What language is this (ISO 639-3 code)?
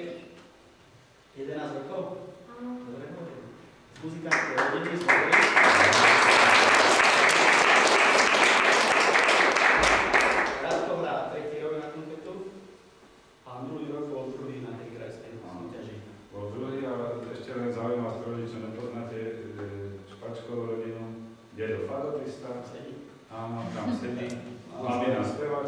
slk